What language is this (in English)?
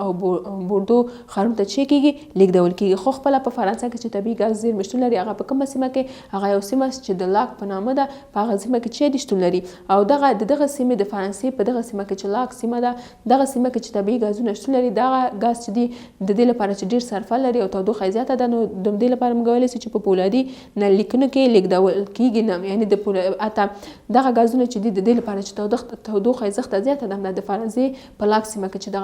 Pashto